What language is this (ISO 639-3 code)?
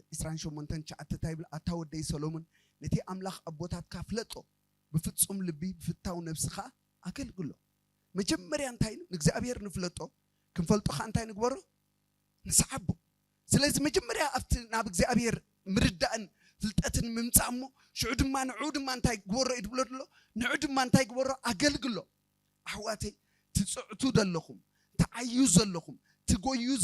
tir